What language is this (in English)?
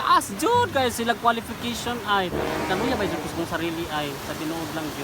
Cebuano